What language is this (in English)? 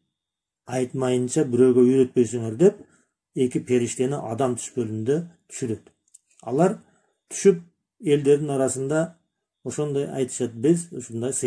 Kyrgyz